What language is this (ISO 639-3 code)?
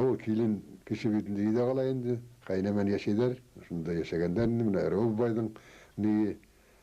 bak